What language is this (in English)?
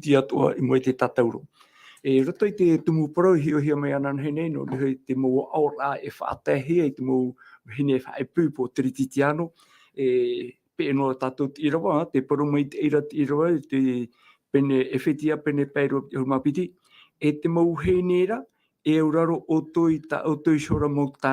Tahitian